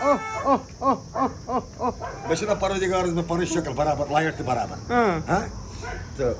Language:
Kashmiri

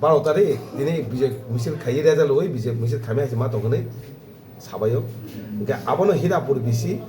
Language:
Kok Borok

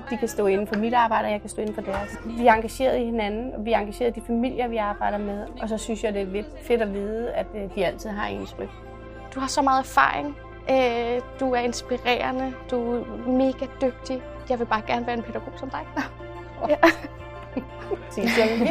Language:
Danish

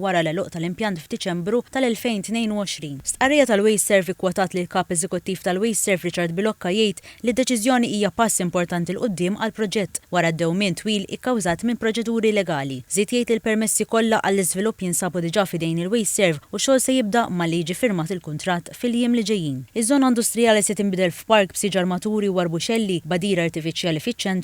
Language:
Maltese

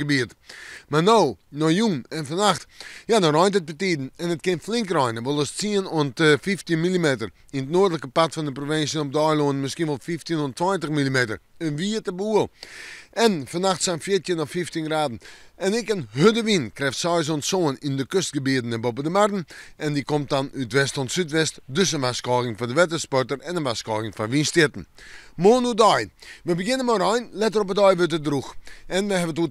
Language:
Western Frisian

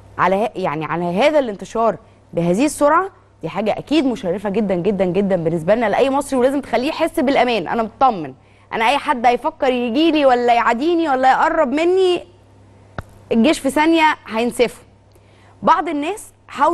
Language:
Egyptian Arabic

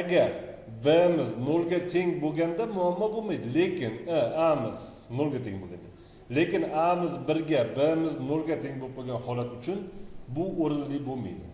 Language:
Uzbek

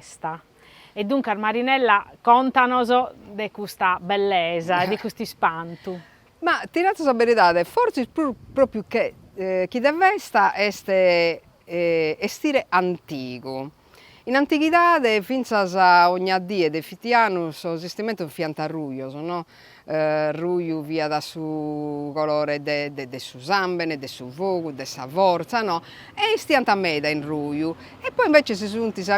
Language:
Sardinian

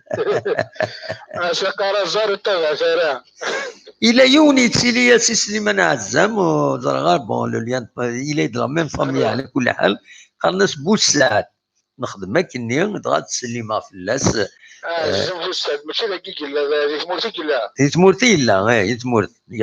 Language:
Kabyle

